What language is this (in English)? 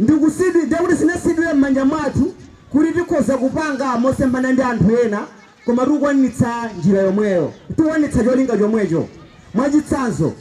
Nyanja